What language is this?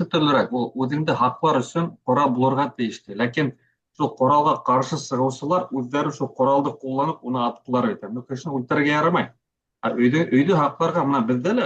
Bashkir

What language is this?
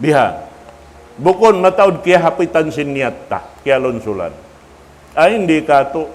Tausug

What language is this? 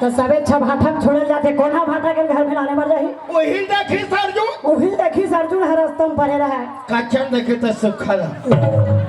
Chhattisgarhi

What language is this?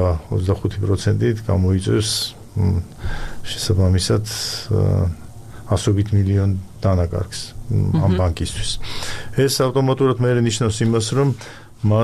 Georgian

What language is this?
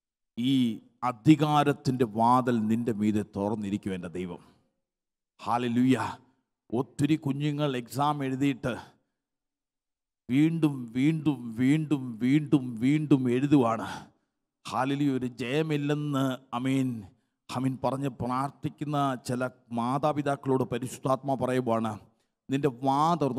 Malayalam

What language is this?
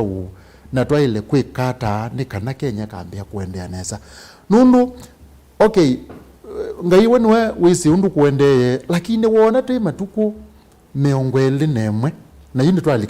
Kamba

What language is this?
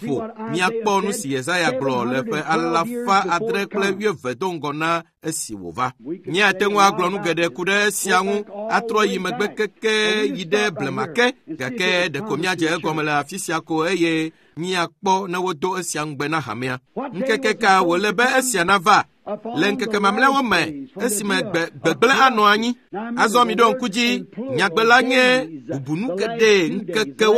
Ewe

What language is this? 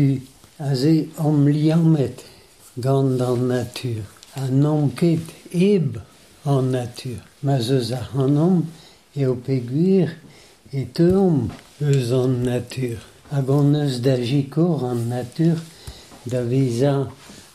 Breton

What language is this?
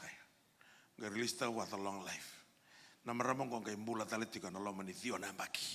Fijian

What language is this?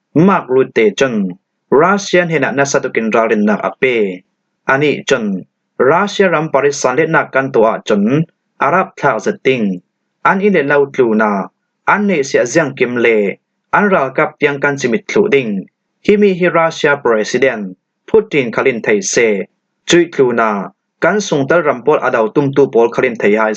Falam Chin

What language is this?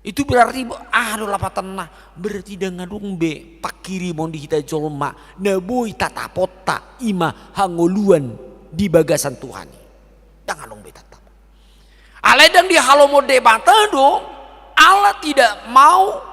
Batak Toba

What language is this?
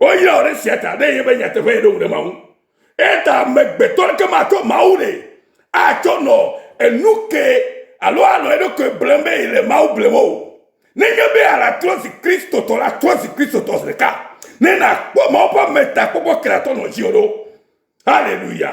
Ewe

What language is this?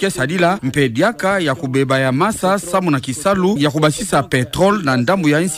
Kituba (Democratic Republic of Congo)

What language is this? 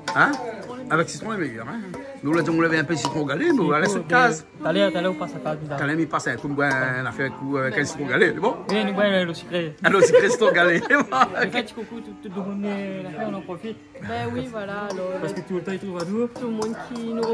Réunion Creole French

